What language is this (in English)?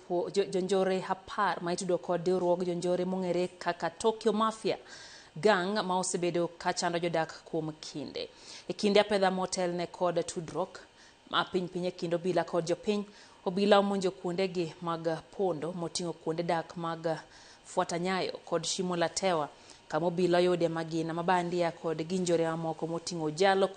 Luo (Kenya and Tanzania)